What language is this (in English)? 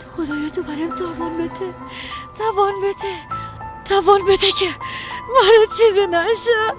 Persian